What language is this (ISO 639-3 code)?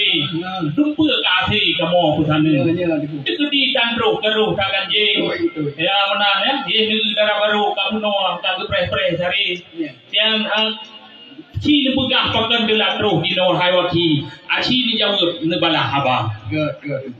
ace